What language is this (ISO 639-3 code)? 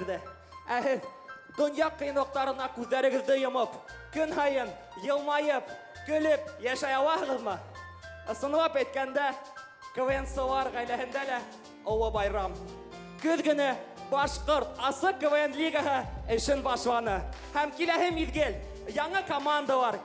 bak